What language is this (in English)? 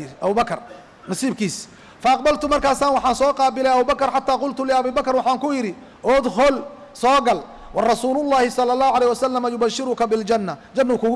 Somali